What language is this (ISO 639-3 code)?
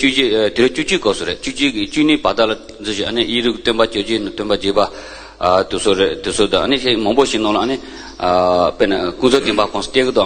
bod